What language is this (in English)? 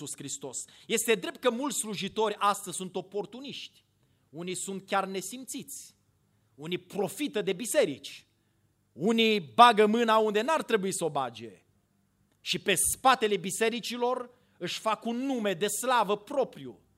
Romanian